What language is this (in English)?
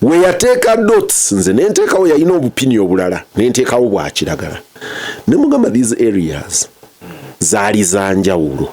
Ganda